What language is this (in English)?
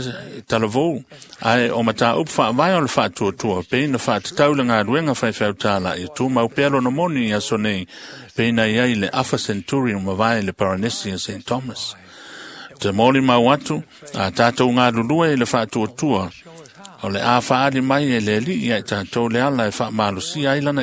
Samoan